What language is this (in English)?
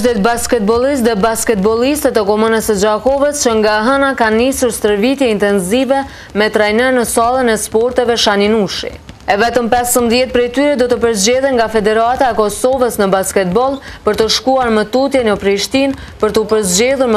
Albanian